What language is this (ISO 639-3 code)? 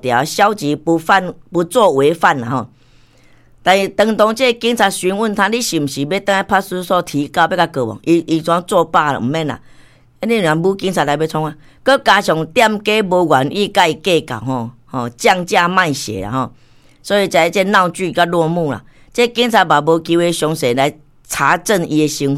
nan